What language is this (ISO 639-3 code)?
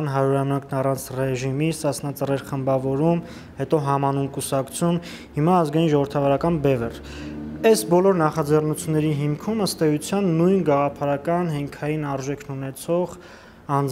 hye